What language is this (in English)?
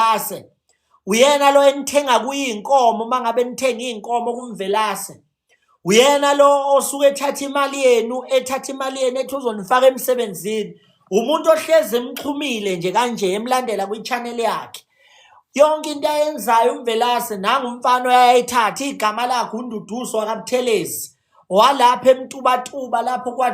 Zulu